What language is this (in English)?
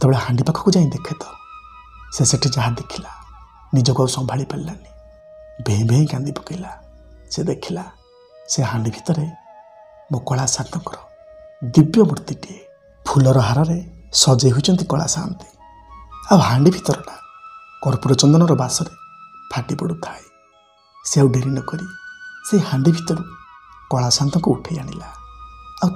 Odia